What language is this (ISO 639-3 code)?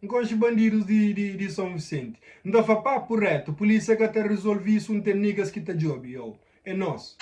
kea